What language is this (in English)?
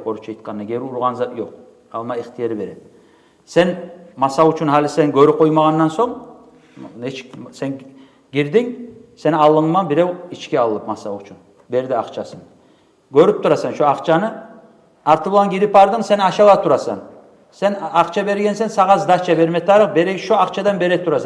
Kumyk